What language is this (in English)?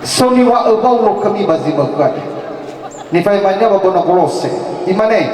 Nias